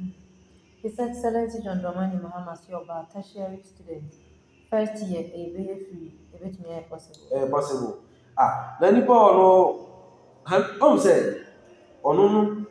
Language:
Akan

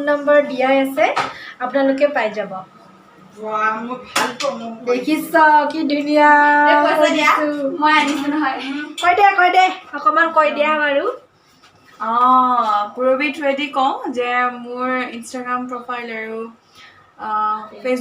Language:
Assamese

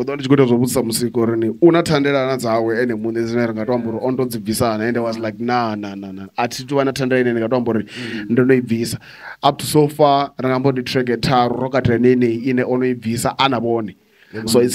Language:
Venda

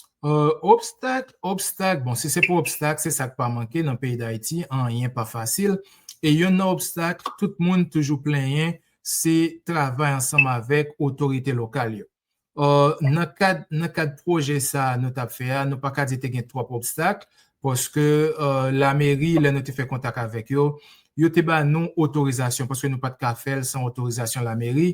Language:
Haitian Creole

